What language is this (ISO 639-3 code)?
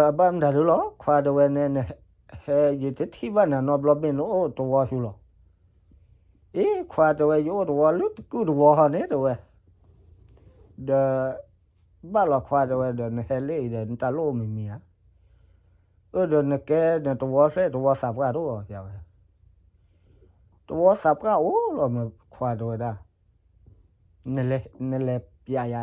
ksw